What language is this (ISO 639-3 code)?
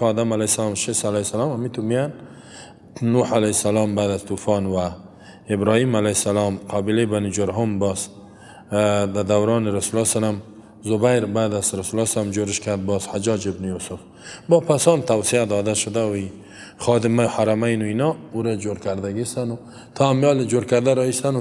fas